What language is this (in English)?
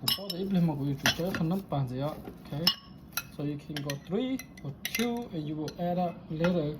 Hmong